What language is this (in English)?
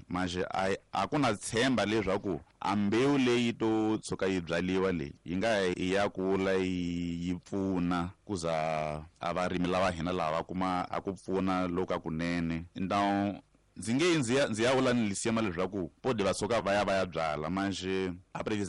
Tsonga